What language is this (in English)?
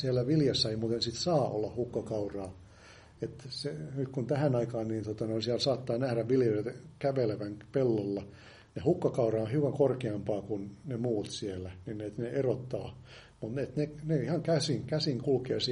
Finnish